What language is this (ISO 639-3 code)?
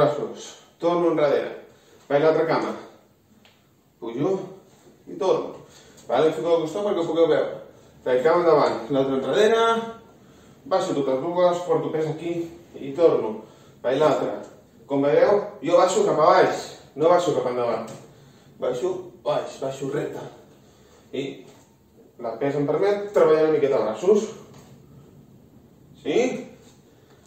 cat